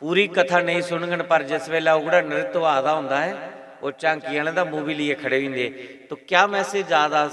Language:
Dogri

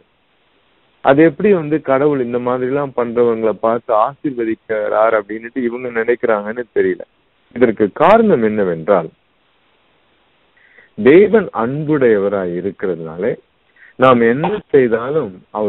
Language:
Tamil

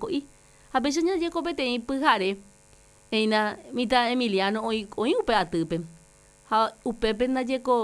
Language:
Guarani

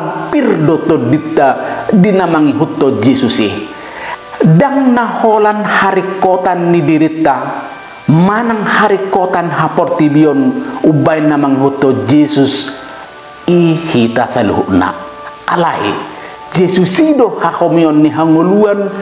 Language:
Batak Toba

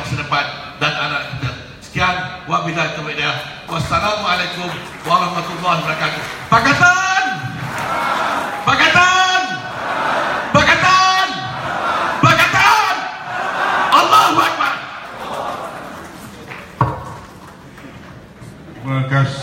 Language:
Malay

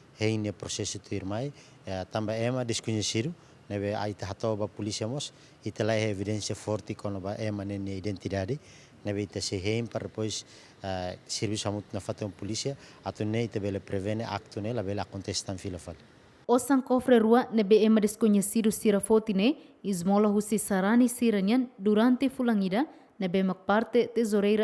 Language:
Tetum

